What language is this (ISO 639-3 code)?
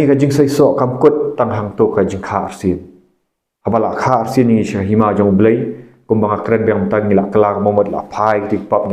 kha